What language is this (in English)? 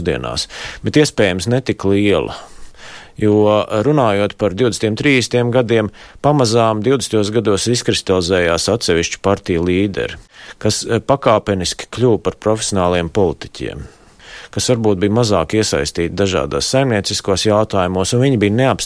Latvian